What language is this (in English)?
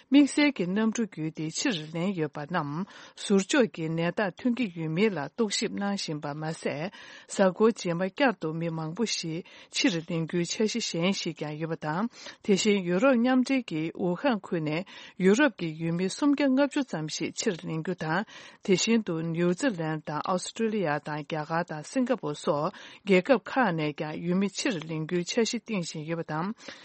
Tibetan